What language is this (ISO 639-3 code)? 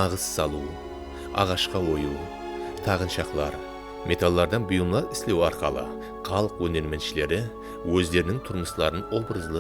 kaa